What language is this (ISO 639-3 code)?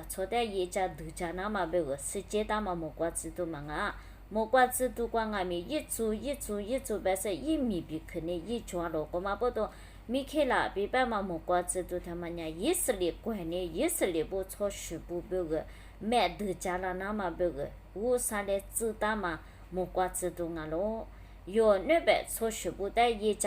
lis